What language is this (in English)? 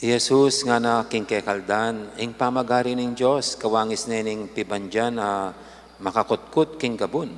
Pampanga